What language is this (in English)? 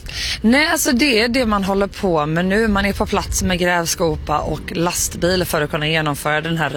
Swedish